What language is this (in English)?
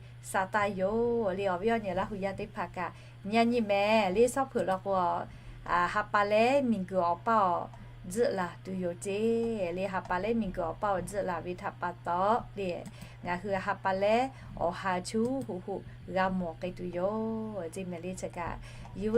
Lahu